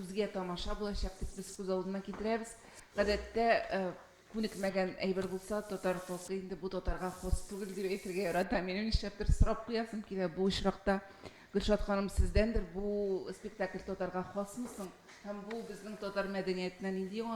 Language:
Tatar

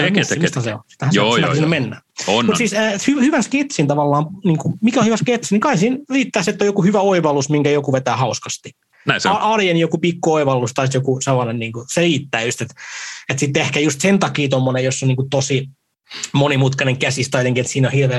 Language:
Finnish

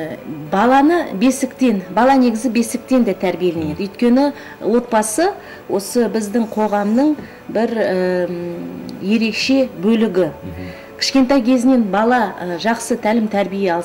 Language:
Kazakh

